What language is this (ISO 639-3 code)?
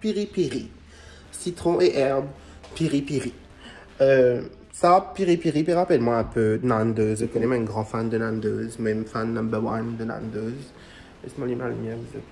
mfe